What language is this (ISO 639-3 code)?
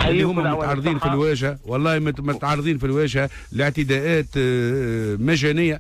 aeb